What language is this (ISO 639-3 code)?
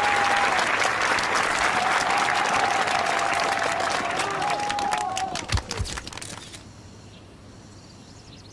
spa